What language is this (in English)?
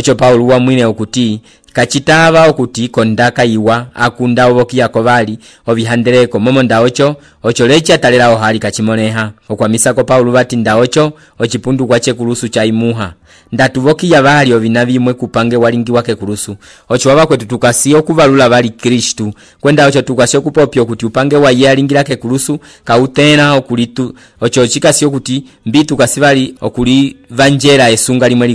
Umbundu